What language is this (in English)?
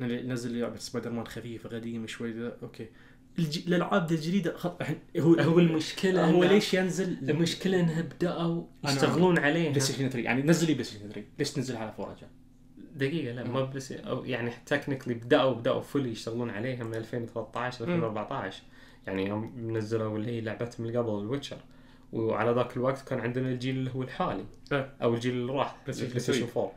Najdi Arabic